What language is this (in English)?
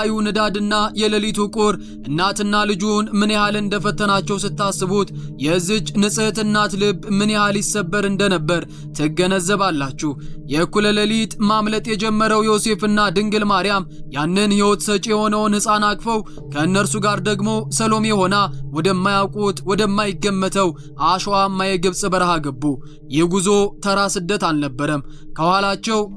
Amharic